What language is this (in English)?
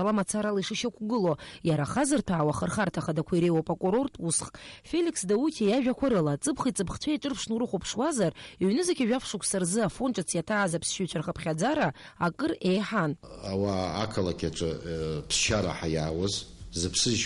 Abkhazian